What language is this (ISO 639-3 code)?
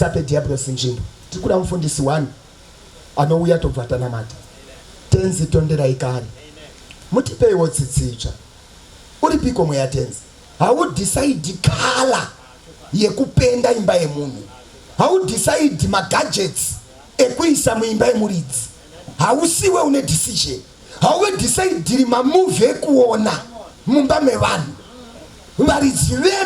sna